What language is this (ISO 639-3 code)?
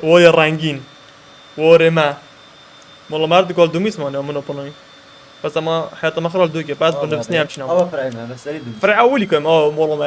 kur